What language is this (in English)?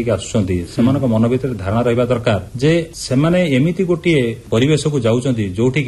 Odia